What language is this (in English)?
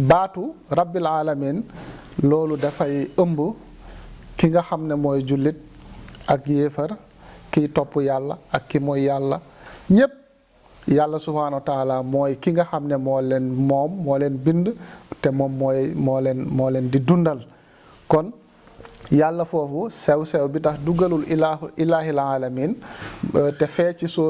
Wolof